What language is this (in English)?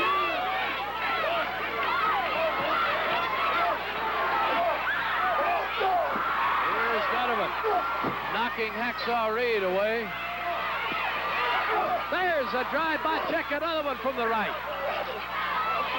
English